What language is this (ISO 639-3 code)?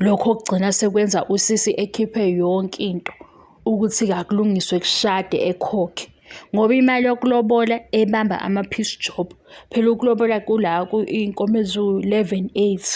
zul